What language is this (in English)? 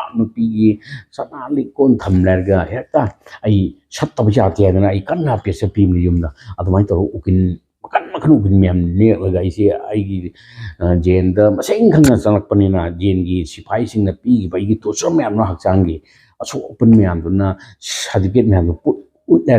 Manipuri